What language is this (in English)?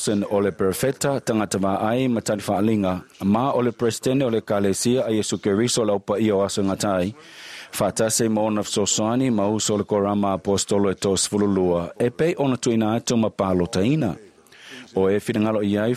Samoan